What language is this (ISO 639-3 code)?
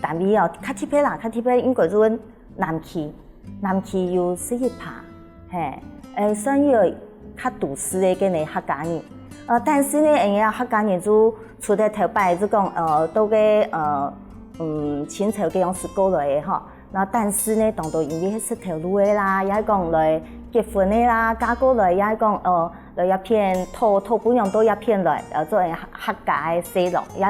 hak